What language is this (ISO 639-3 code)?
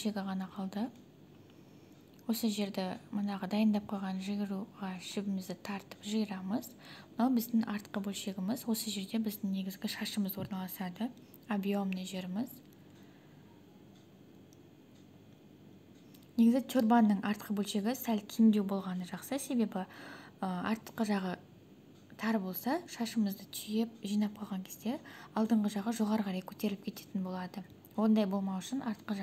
kaz